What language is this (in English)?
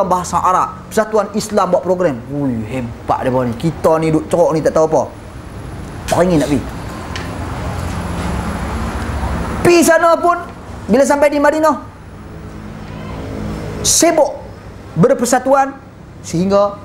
Malay